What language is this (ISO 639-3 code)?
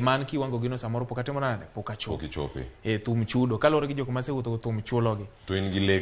luo